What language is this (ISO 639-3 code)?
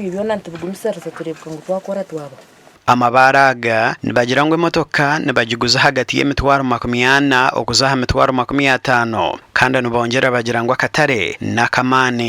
nyn